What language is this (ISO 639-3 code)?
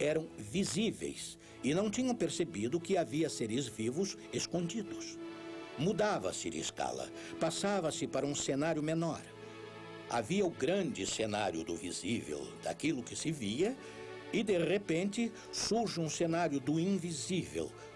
por